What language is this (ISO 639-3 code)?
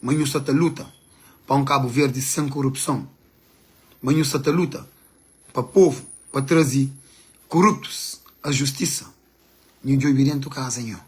kea